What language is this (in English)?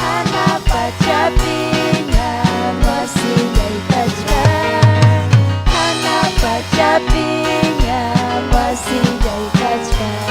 Ayacucho Quechua